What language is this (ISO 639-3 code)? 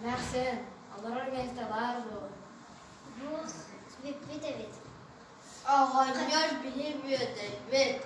sah